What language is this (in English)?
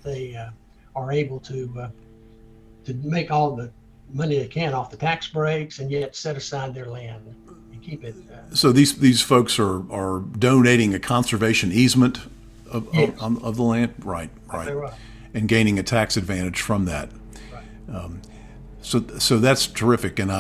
English